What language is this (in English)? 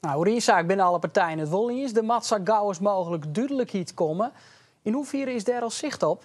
Western Frisian